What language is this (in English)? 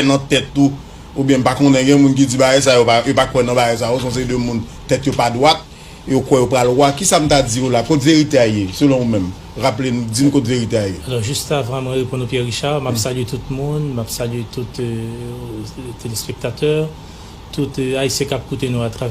Haitian Creole